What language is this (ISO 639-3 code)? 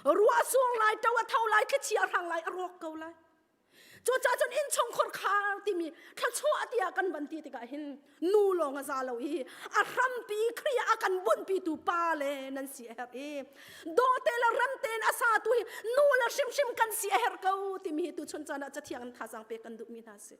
cnh